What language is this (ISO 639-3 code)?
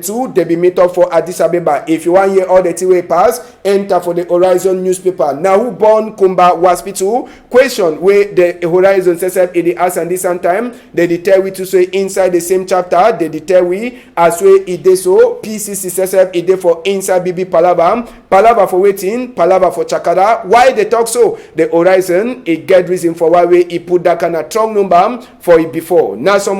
wes